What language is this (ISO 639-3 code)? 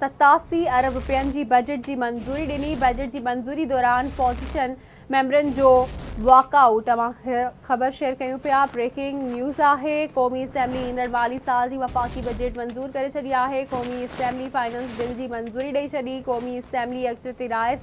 snd